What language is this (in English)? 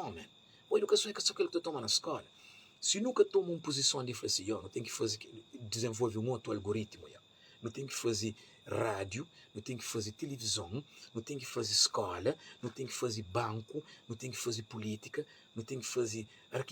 Kabuverdianu